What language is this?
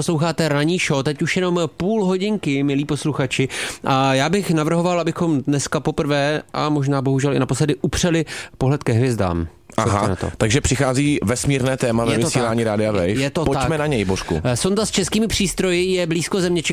Czech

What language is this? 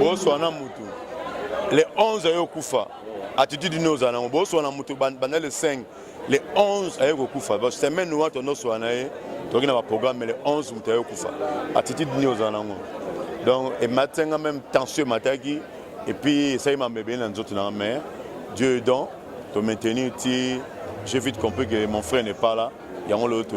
Lingala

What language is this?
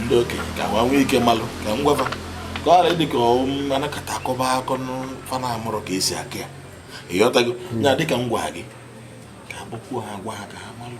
Igbo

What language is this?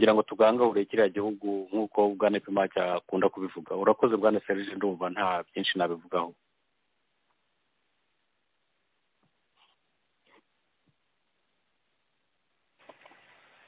Kinyarwanda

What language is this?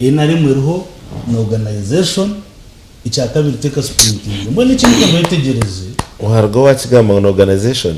Nyankole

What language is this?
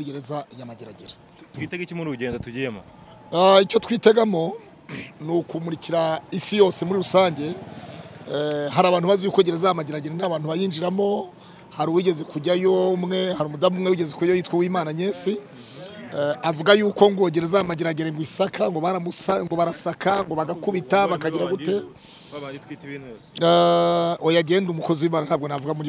Kinyarwanda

